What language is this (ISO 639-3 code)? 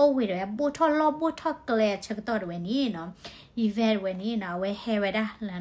ksw